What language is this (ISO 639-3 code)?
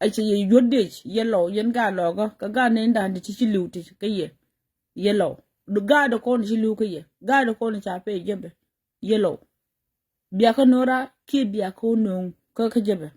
nus